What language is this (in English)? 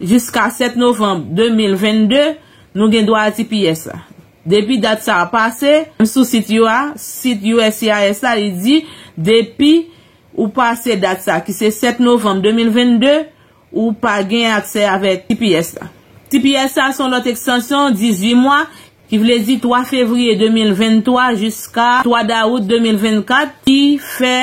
Haitian Creole